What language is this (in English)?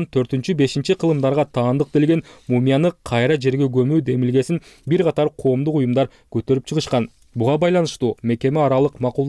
Kyrgyz